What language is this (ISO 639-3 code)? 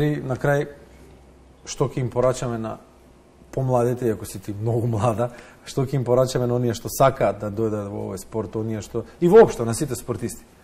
mkd